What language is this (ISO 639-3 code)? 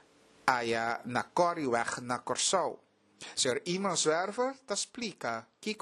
pap